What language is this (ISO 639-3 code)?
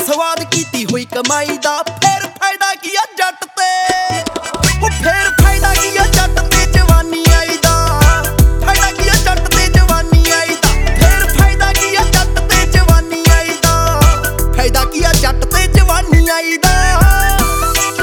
pan